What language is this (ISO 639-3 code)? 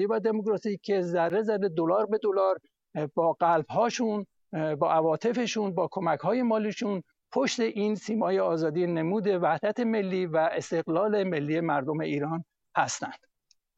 fas